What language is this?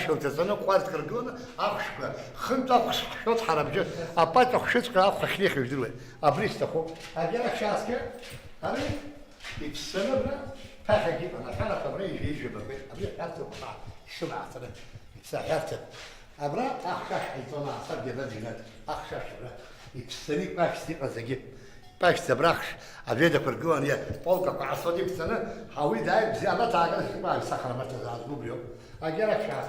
Abkhazian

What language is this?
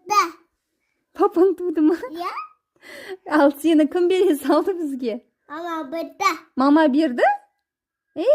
Kazakh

